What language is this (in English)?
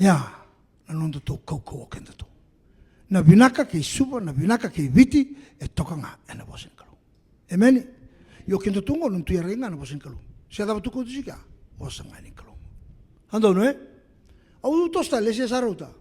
Fijian